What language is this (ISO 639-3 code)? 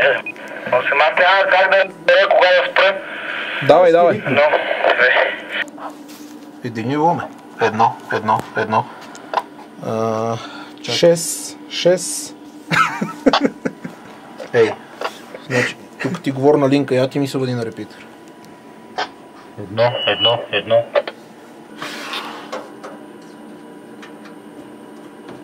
bul